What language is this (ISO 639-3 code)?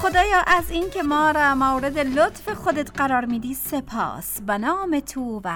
fas